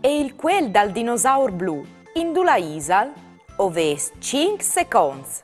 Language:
Friulian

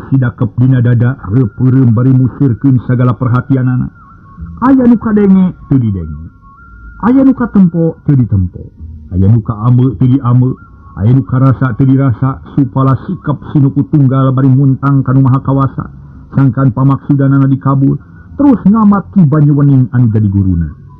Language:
Sundanese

